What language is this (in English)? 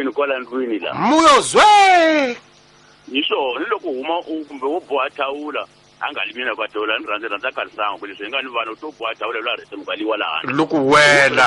Tsonga